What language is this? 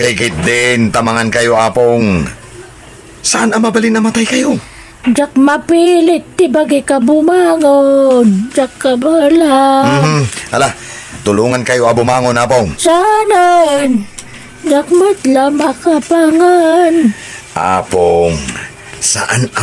Iloko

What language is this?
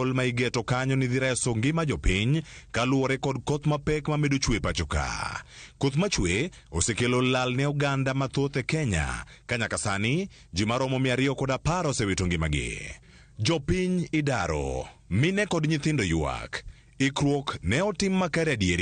Luo (Kenya and Tanzania)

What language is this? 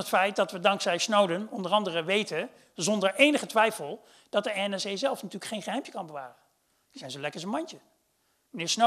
Dutch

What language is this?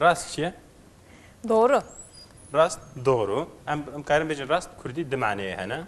Kurdish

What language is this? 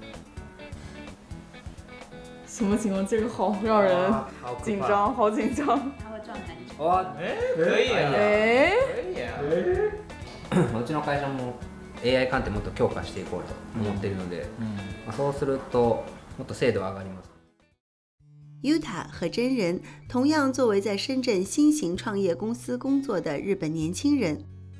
Chinese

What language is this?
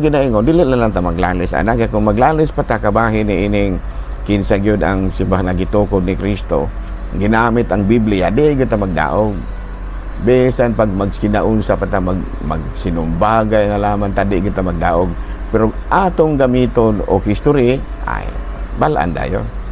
Cebuano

